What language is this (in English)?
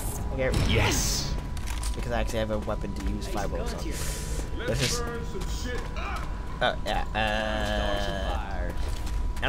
English